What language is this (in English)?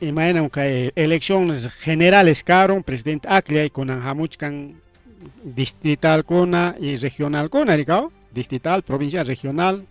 Ayacucho Quechua